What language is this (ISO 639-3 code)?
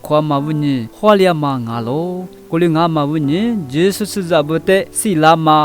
lis